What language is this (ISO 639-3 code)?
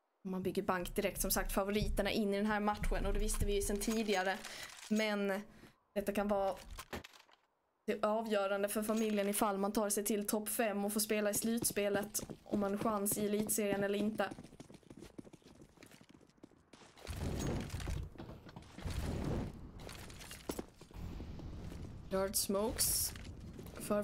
swe